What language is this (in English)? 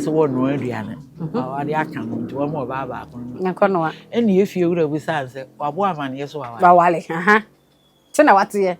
Akan